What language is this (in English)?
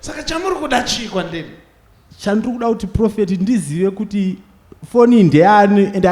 Shona